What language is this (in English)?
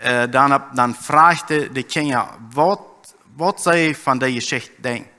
Plautdietsch